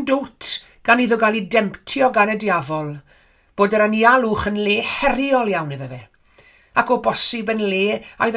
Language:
Welsh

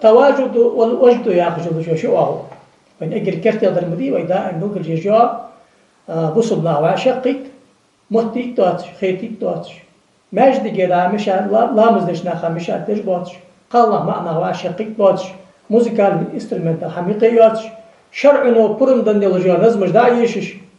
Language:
Ingush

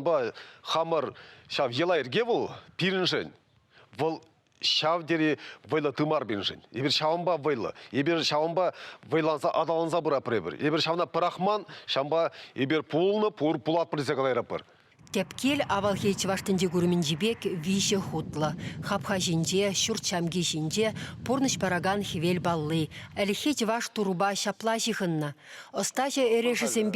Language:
Chuvash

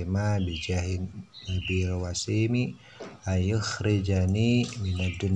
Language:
Sundanese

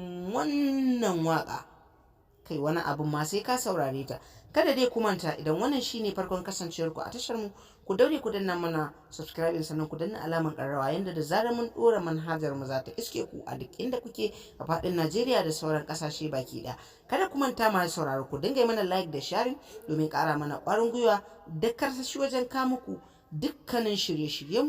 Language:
Hausa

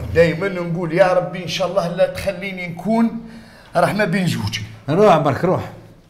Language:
Algerian Arabic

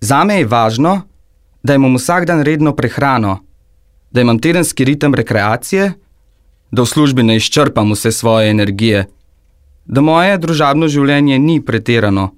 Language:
Slovenian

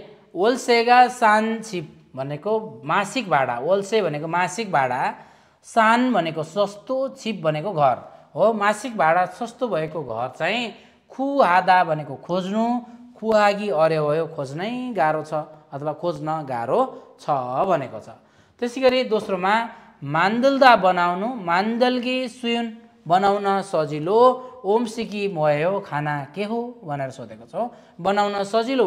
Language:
Nepali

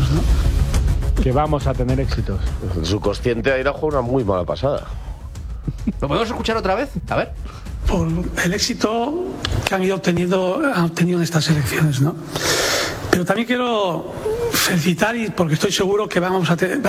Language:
Spanish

